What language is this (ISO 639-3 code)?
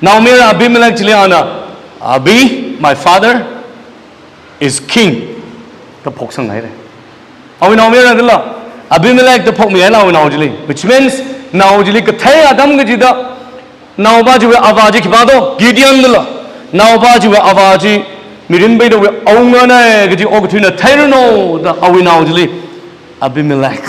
nmf